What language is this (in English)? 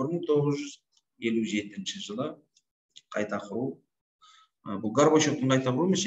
Kazakh